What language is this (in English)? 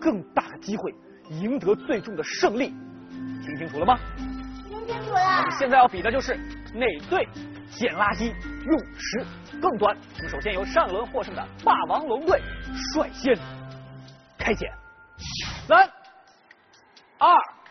Chinese